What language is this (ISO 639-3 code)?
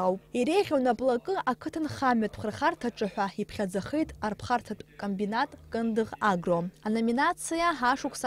abk